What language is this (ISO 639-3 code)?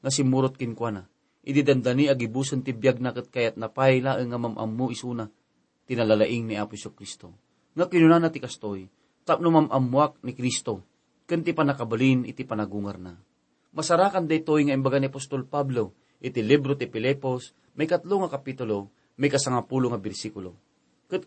ilo